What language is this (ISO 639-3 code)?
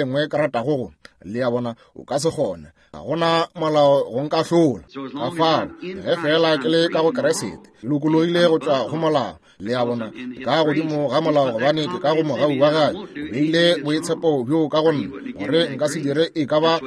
nso